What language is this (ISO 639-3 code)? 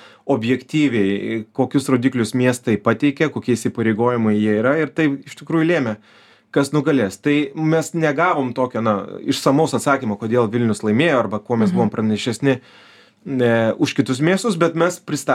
lit